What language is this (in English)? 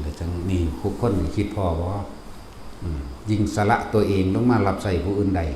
Lao